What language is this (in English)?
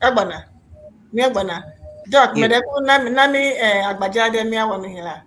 Ewe